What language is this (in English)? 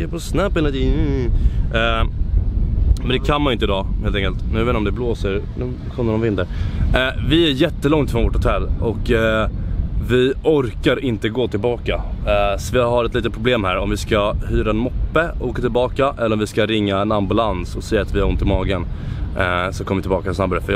Swedish